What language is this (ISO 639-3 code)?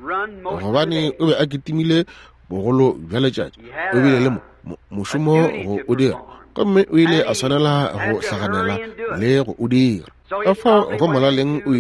nso